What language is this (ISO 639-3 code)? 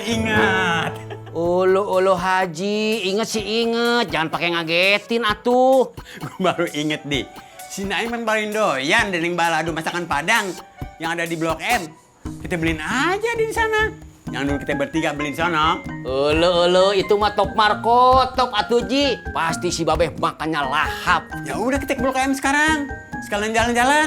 bew